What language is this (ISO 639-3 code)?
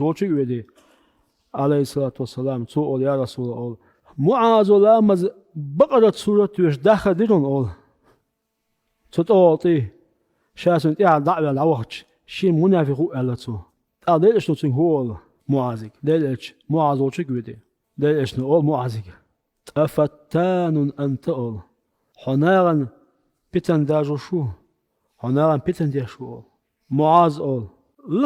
che